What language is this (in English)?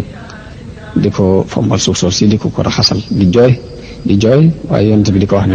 Wolof